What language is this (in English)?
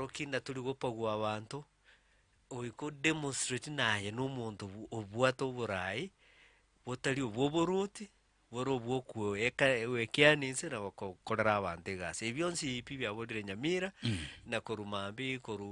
Gusii